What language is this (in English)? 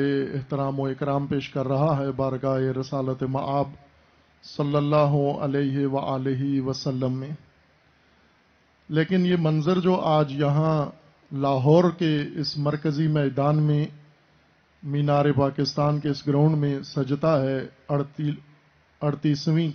Urdu